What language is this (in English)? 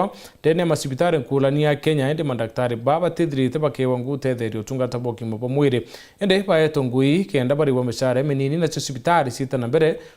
Meru